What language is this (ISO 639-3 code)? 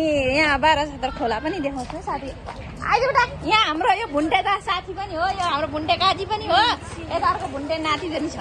nep